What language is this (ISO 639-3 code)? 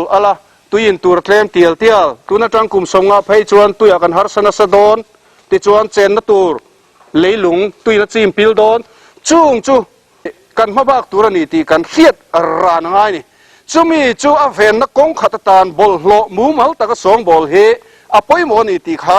lus